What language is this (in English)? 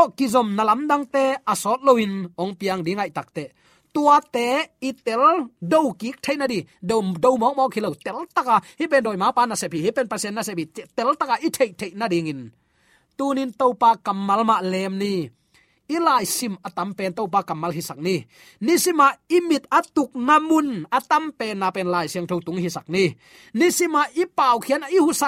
Tedim Chin